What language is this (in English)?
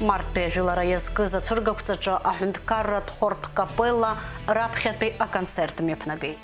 Abkhazian